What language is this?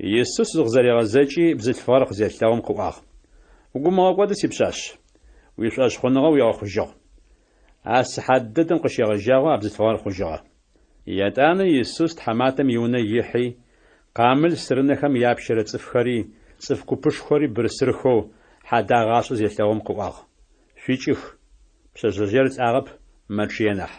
Adyghe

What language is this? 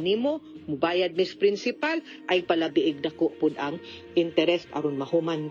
Cebuano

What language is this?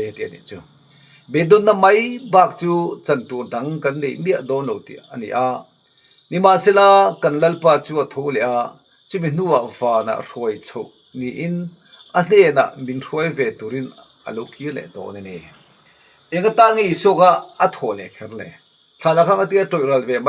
Mizo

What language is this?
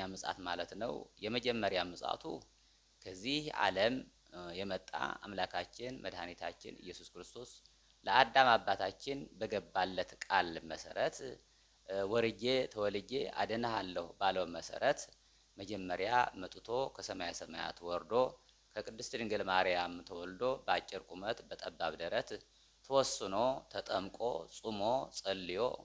Amharic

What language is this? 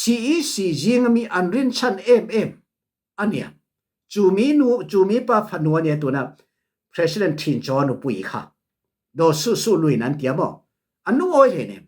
Falam Chin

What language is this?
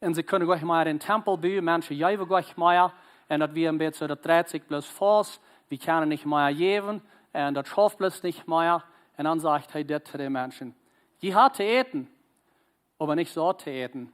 Plautdietsch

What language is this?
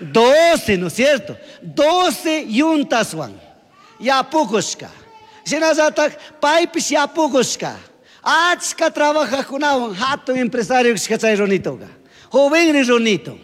Chimborazo Highland Quichua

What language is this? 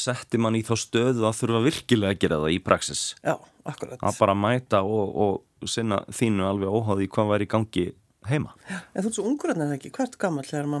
Icelandic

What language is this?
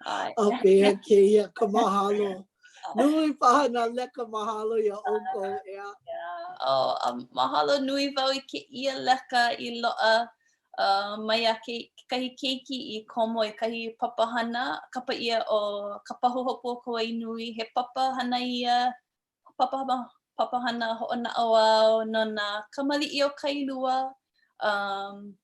Hawaiian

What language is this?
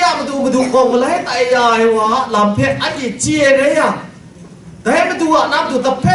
Kachin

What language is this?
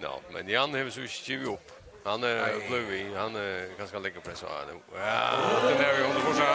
Faroese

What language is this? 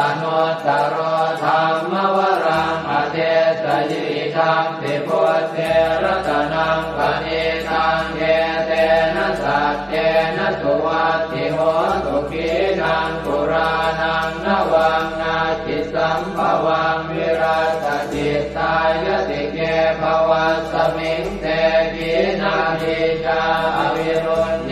Pali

